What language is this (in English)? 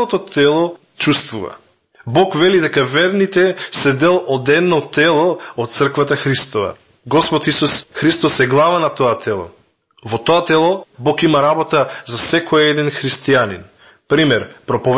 Macedonian